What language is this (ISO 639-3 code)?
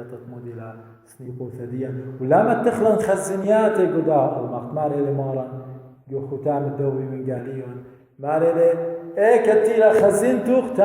aii